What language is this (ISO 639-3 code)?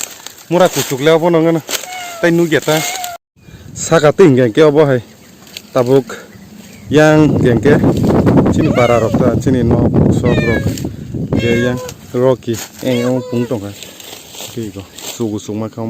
trp